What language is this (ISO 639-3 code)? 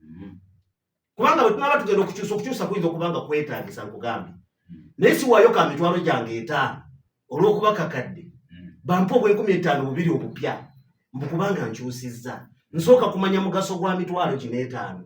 lug